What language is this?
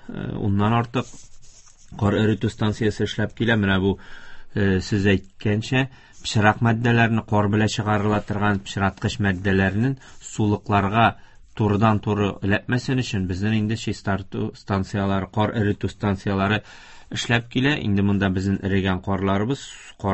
Tatar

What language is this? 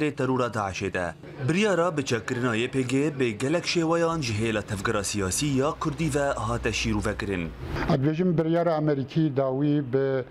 Kurdish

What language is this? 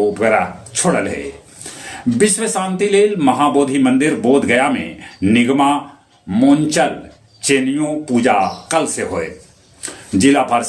Magahi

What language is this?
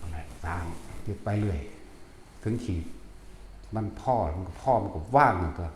Northeastern Thai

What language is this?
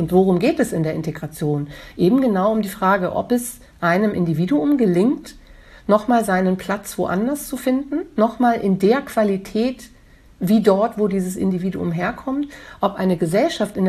German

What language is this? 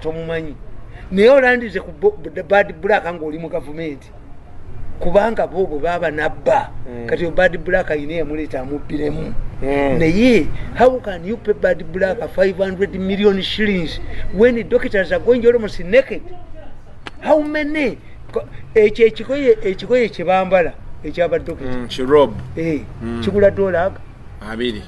Ganda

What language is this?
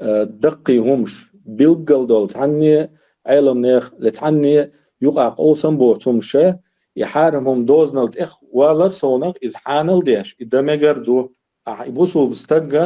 Chechen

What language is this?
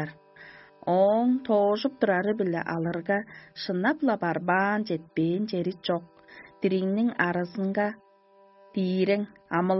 Tuvinian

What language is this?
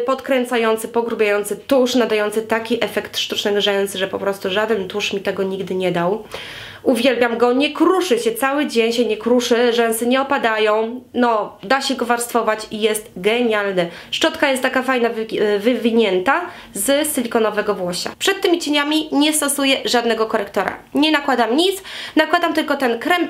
Polish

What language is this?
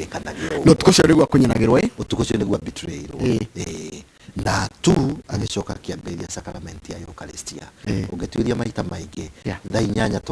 Kikuyu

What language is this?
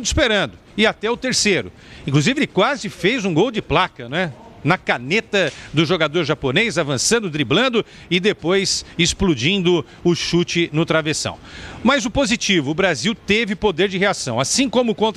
Portuguese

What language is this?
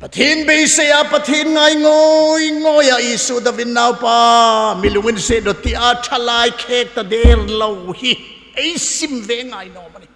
Hmar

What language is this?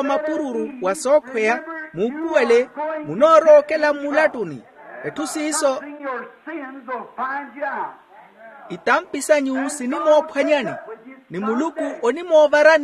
Makhuwa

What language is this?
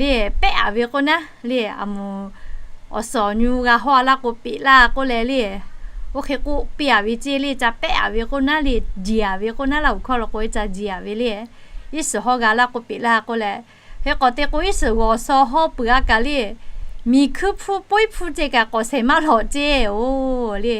Lahu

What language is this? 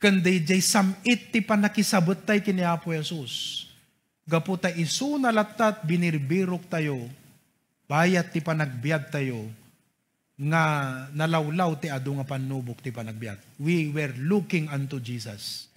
Iloko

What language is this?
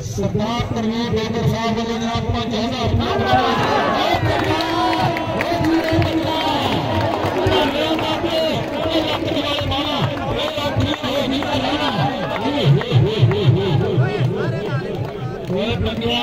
Saraiki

